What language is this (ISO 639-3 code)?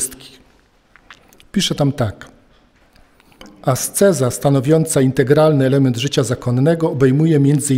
pol